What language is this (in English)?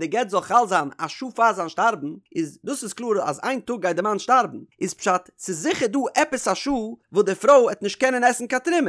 Yiddish